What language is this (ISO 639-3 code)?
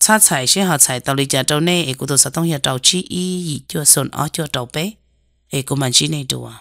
hmn